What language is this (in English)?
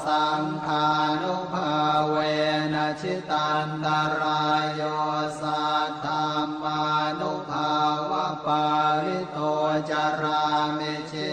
Pali